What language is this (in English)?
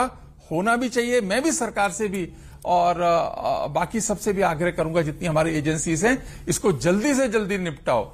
Hindi